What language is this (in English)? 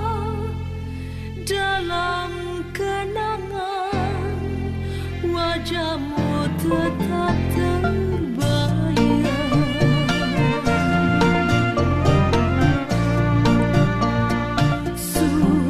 Indonesian